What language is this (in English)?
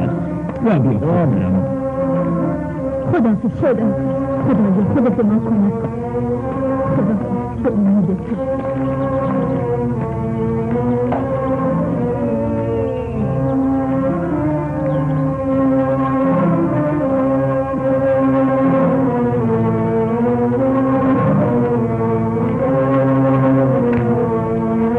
Persian